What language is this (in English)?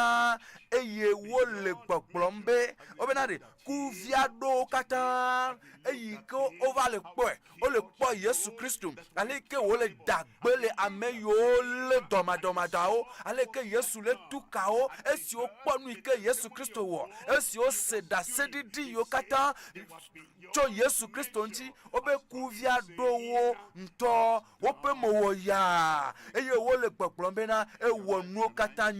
Ewe